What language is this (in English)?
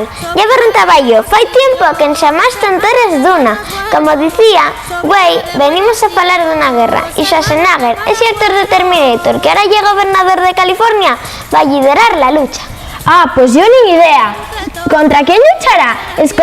Asturian